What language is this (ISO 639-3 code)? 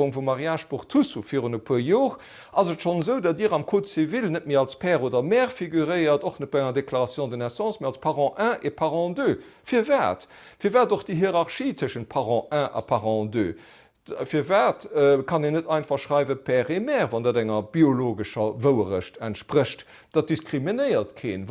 ltz